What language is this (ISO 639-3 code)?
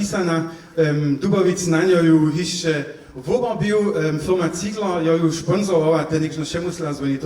hsb